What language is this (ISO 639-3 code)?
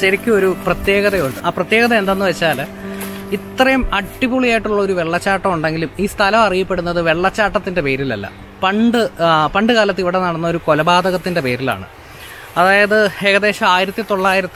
mal